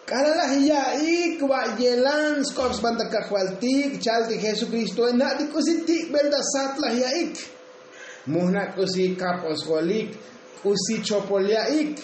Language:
Tzotzil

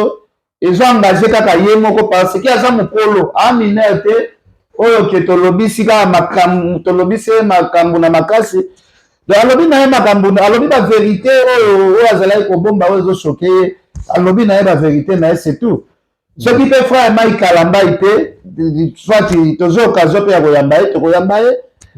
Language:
Lingala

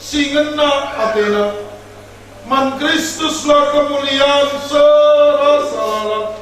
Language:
Batak Karo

